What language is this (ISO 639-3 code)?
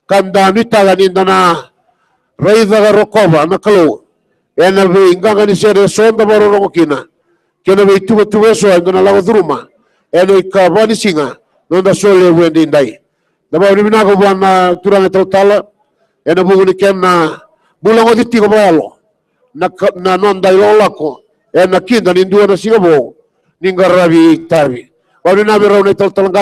fij